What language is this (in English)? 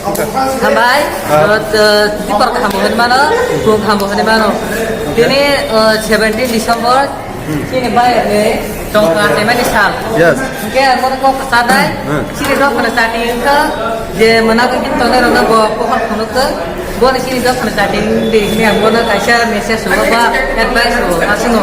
Kok Borok